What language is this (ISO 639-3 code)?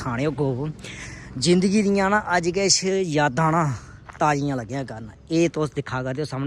doi